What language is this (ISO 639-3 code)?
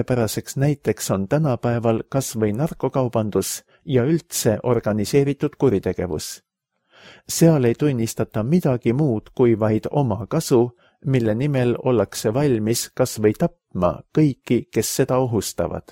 est